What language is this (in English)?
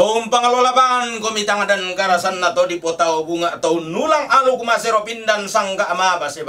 Toraja-Sa'dan